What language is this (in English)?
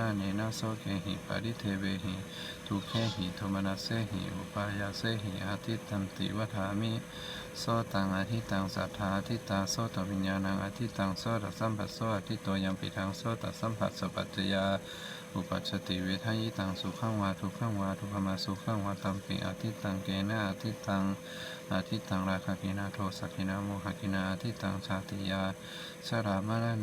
Pali